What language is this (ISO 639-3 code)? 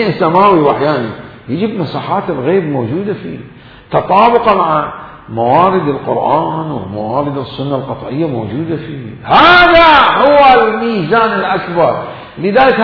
acm